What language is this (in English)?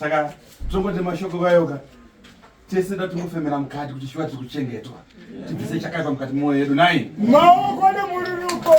Shona